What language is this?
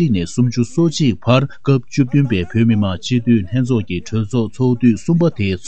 Tibetan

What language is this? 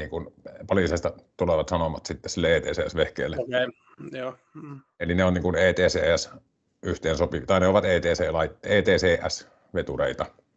Finnish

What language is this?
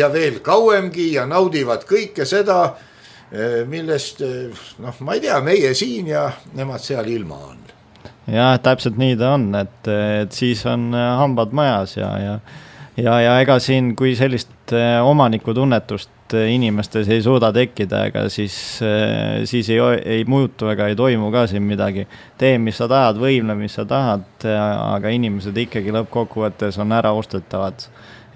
Estonian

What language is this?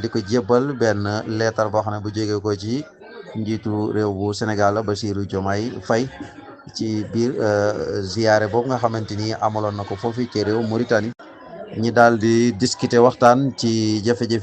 Wolof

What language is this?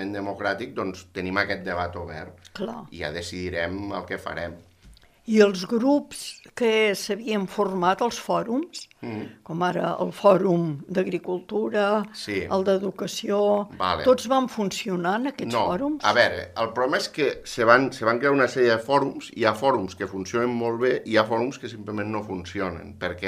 Catalan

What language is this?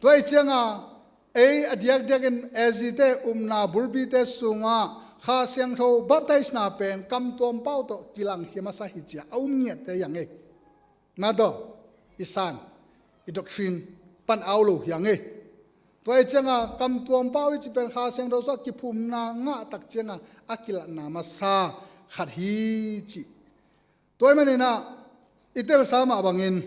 Tedim Chin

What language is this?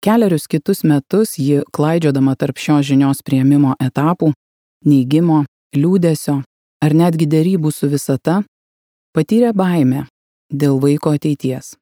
Lithuanian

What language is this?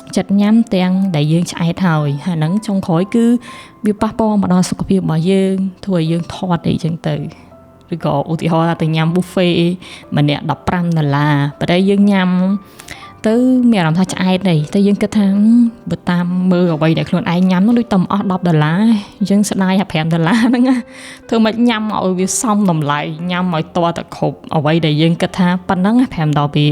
Khmer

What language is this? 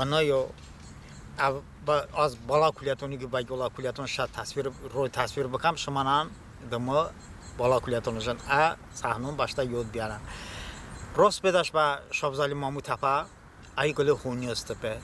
Talysh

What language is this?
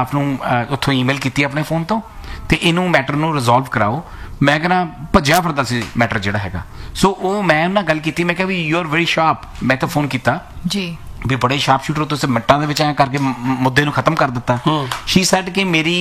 Punjabi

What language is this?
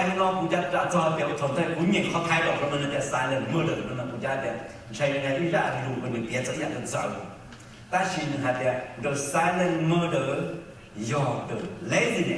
Hmong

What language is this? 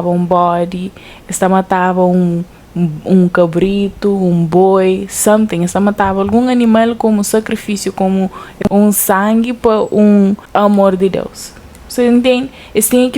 Kabuverdianu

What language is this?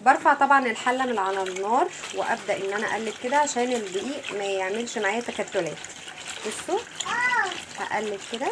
Egyptian Arabic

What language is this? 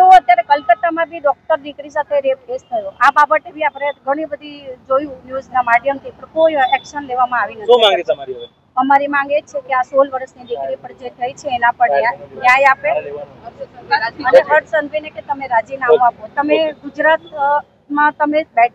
Gujarati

